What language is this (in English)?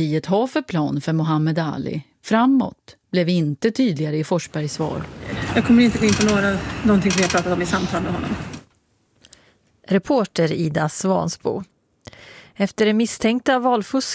Swedish